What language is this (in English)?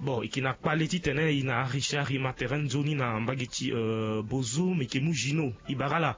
Sango